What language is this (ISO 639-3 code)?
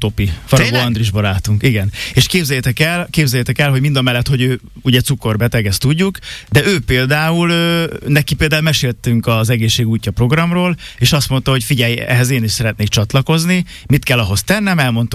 hun